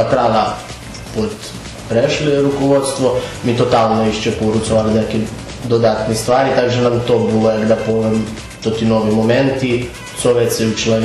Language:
Rusyn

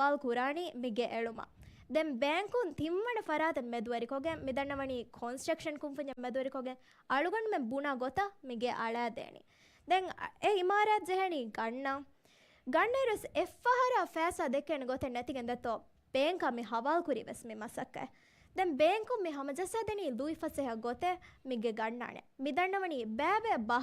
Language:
Divehi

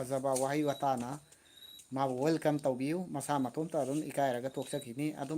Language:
Manipuri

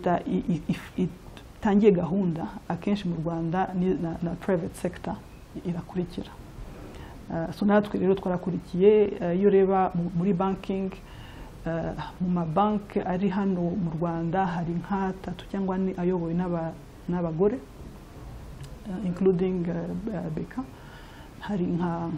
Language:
Kinyarwanda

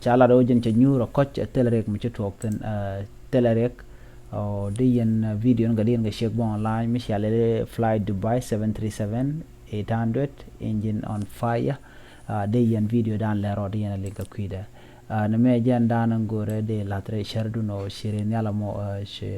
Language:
Nuer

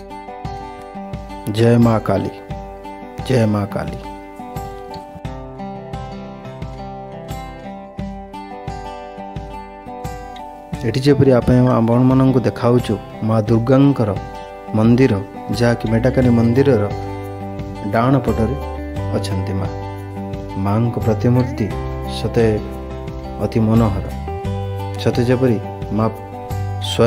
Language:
Odia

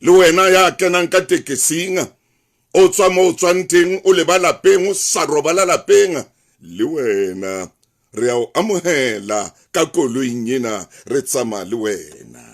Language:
Southern Sotho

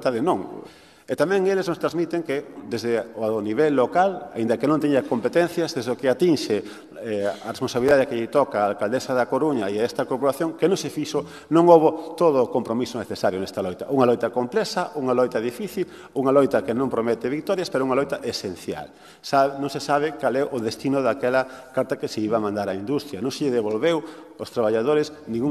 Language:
Galician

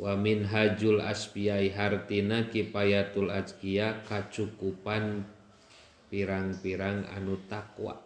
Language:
Sundanese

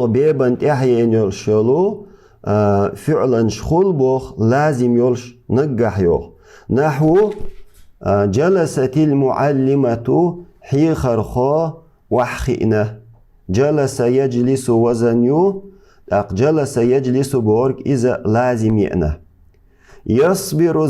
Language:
Chechen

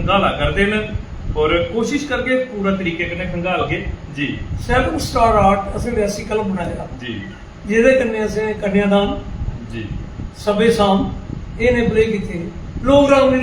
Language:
Dogri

